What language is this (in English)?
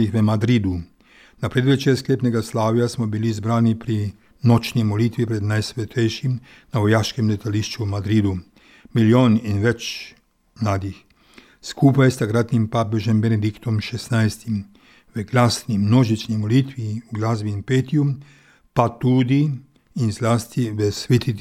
Slovenian